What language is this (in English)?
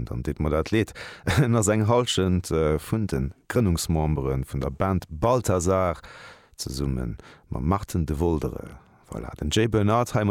Luxembourgish